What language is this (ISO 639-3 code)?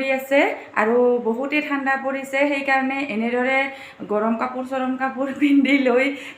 asm